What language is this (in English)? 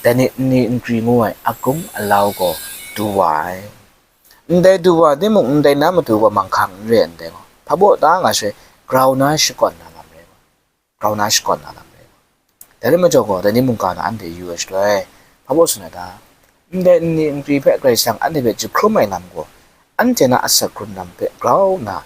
Kachin